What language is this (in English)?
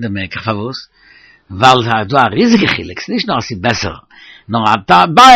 Yiddish